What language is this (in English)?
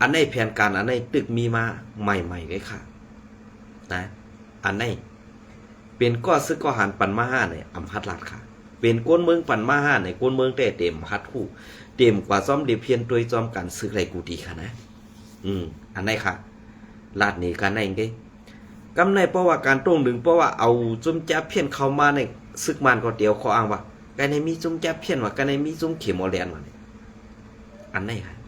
Shan